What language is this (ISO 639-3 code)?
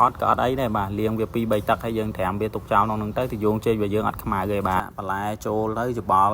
khm